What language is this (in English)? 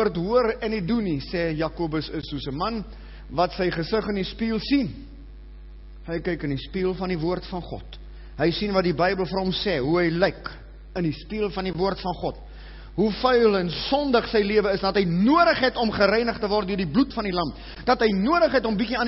Afrikaans